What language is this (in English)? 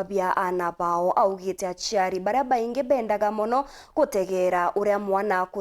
Meru